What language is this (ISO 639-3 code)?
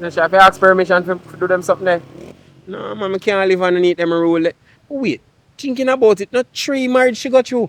jam